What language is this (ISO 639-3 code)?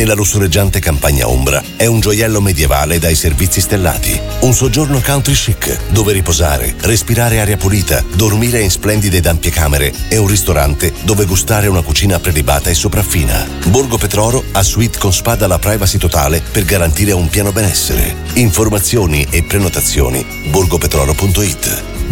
ita